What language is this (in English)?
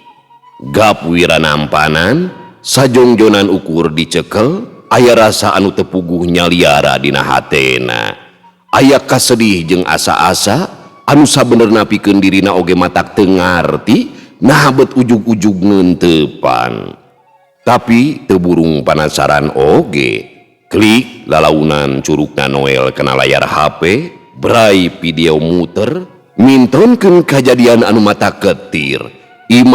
Sundanese